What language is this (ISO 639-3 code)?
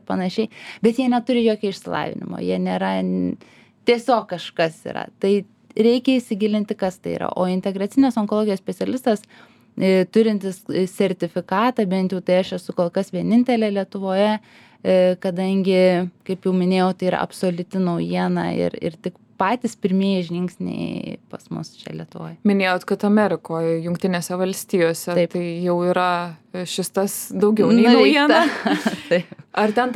lit